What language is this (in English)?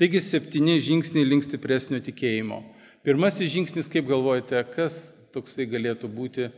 Lithuanian